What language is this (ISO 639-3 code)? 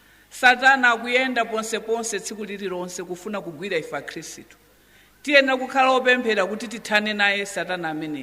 nya